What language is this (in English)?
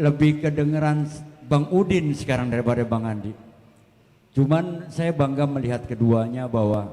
Betawi